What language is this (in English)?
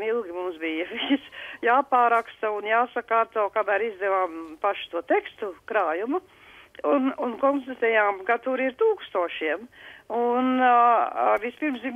Latvian